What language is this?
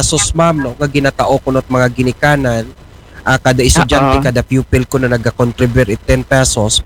Aklanon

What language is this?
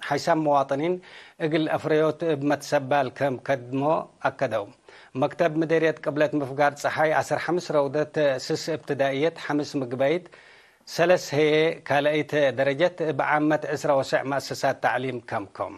Tigre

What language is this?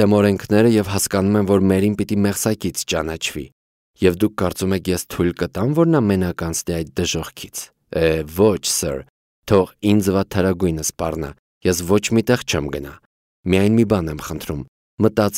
Armenian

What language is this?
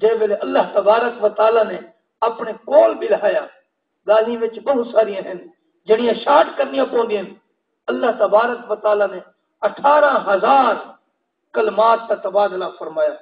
Saraiki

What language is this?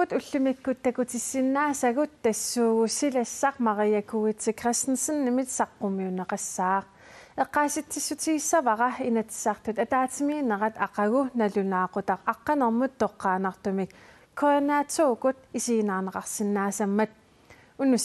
Kalaallisut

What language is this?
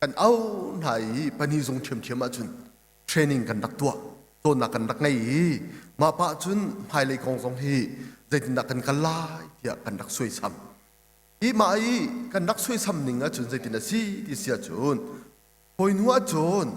Hakha Chin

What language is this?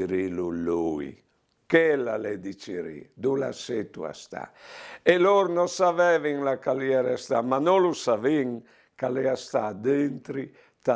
Friulian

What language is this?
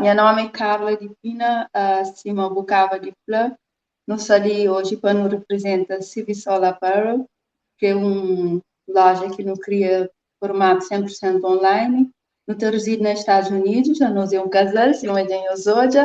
Kabuverdianu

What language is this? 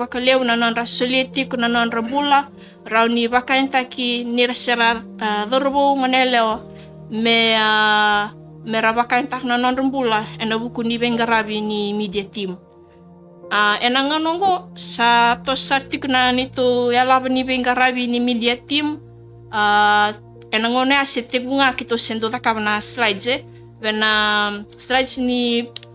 Fijian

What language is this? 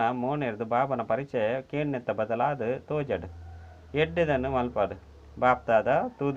Tulu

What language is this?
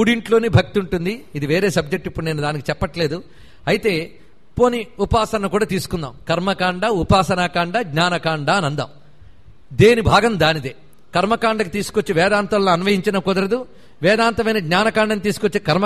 Telugu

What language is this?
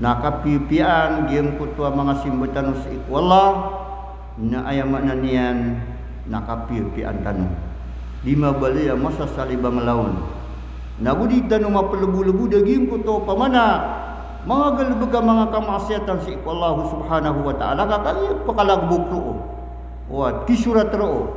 Maranao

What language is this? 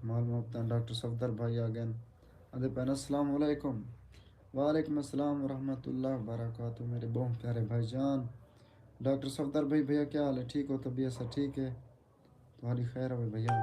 Saraiki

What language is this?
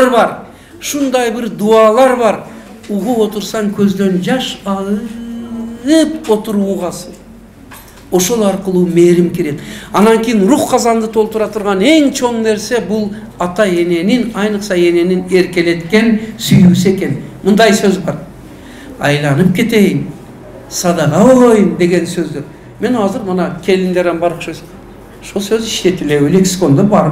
Kyrgyz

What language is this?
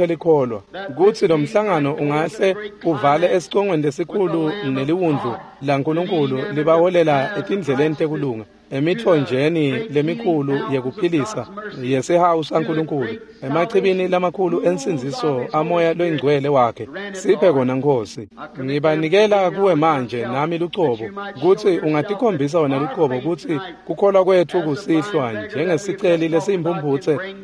Swati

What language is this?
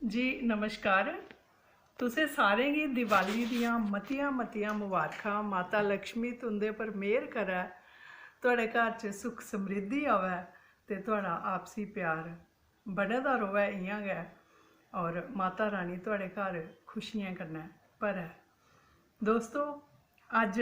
Dogri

